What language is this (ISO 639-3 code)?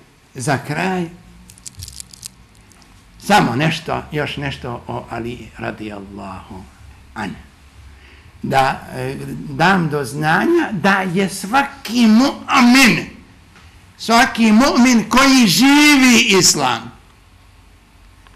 bos